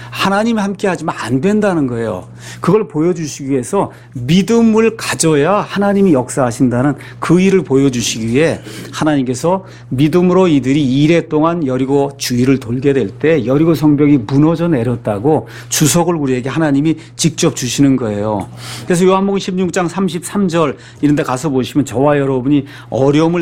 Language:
Korean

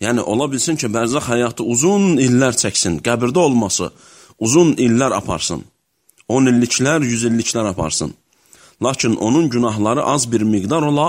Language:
Azerbaijani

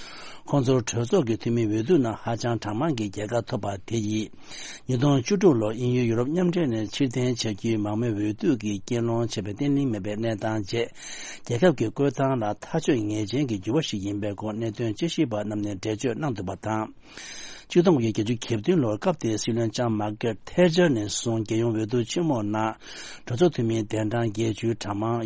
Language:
Tibetan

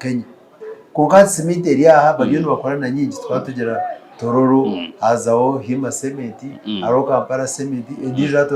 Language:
Nyankole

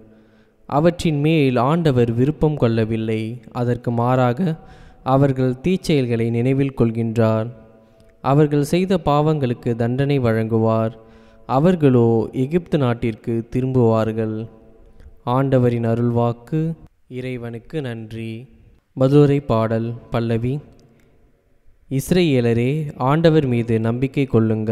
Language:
Tamil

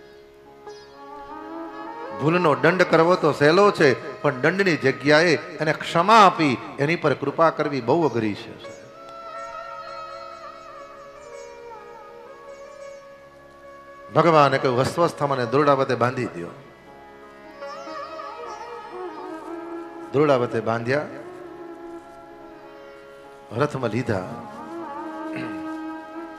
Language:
Gujarati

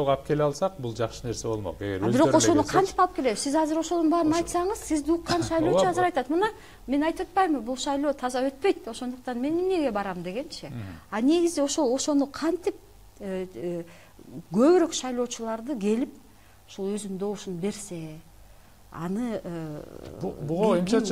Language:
Kyrgyz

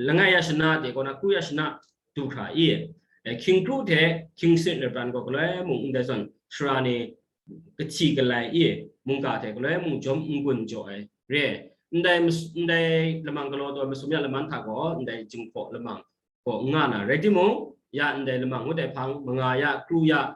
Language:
Kachin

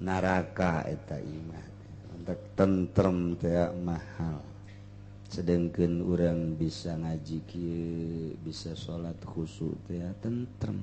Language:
Sundanese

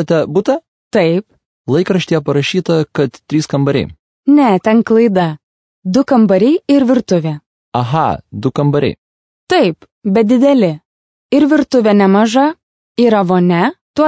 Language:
Lithuanian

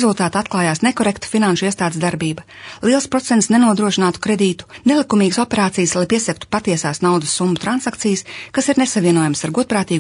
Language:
Latvian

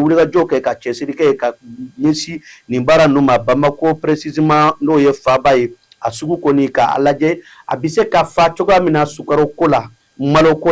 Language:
Bambara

